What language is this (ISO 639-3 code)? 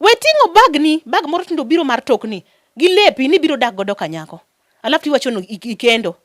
luo